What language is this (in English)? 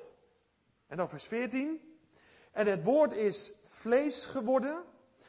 Dutch